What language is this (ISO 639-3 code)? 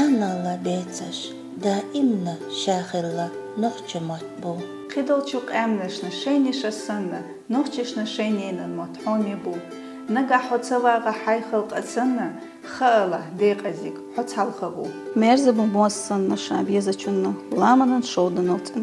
che